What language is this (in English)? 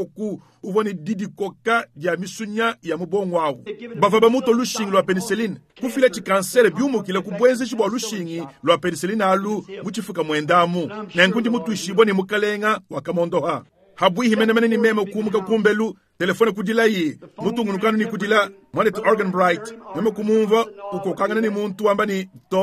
Luba-Lulua